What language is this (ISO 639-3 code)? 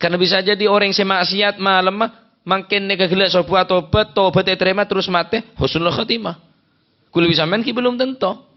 mad